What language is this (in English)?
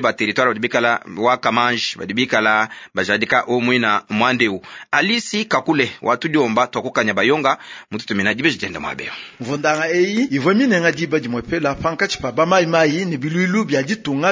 Luba-Lulua